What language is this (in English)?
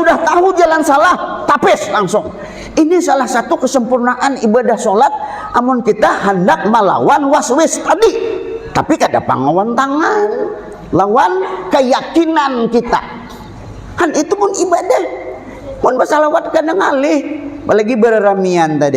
Banjar